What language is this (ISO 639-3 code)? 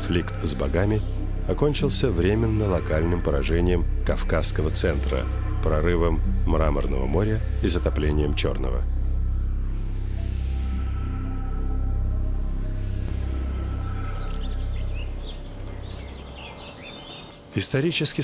rus